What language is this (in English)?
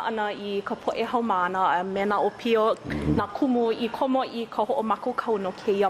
Hawaiian